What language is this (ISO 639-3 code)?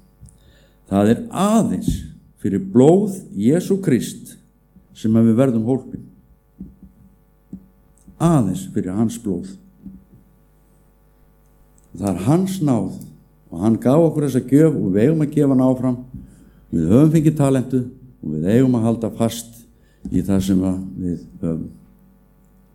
isl